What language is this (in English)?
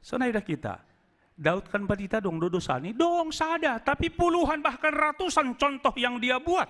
Batak Simalungun